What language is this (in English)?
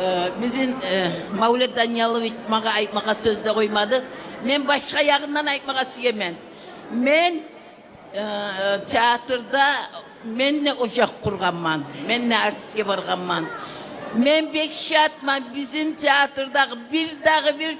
Kumyk